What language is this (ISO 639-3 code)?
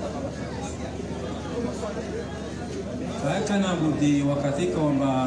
swa